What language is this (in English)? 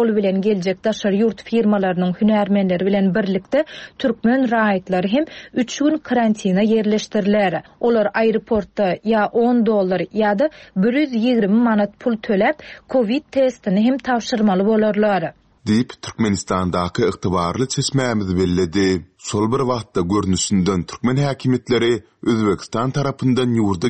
Turkmen